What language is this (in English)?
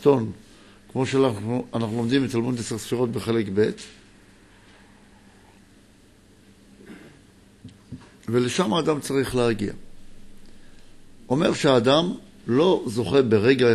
Hebrew